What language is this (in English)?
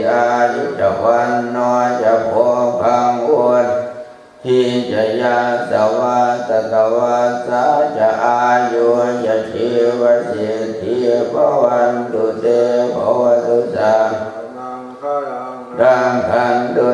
Pali